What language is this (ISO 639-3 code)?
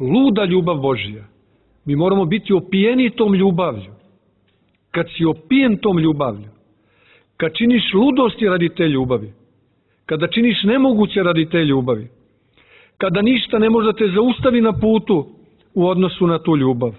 srp